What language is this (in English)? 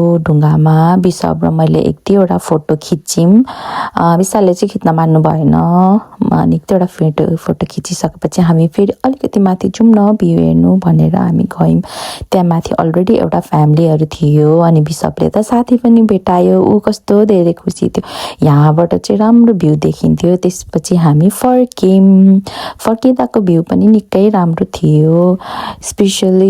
Nepali